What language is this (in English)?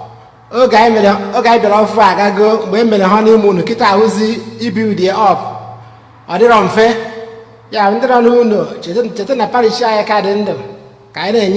Igbo